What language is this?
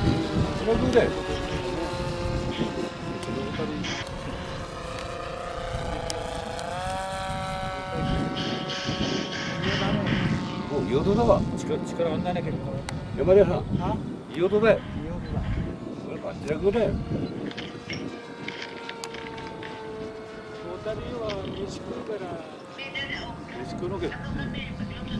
Japanese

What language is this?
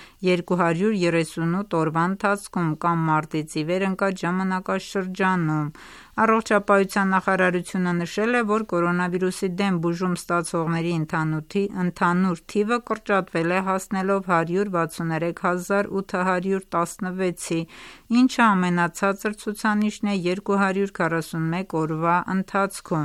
Armenian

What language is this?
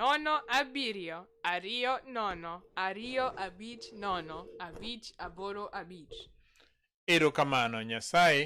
Luo (Kenya and Tanzania)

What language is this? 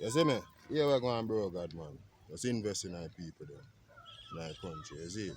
Jamaican Creole English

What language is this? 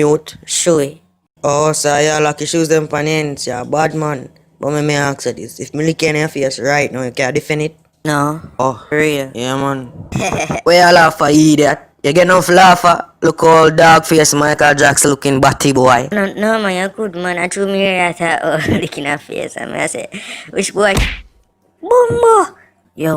Jamaican Creole English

